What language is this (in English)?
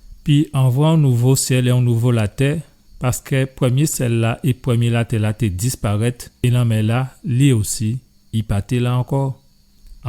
Guadeloupean Creole French